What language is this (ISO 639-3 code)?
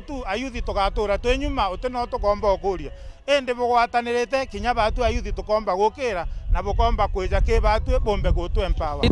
mer